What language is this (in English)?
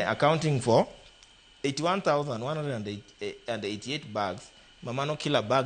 Luo (Kenya and Tanzania)